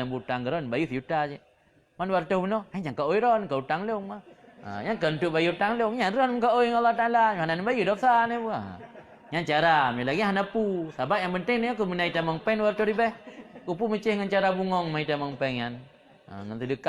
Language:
Achinese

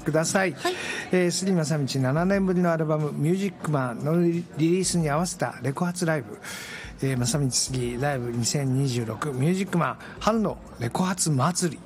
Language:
Japanese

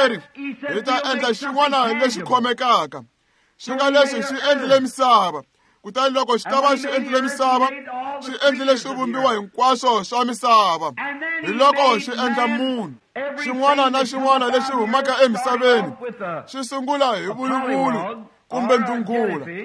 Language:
Tsonga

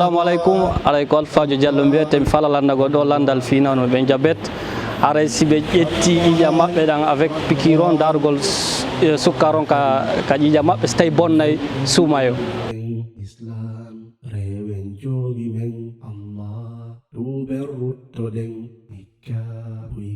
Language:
Fula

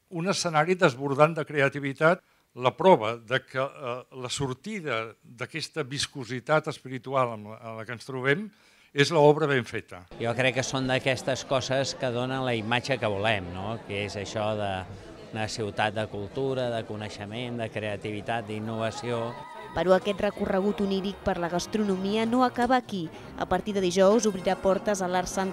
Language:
Catalan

